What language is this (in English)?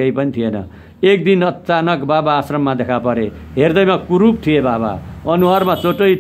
Nepali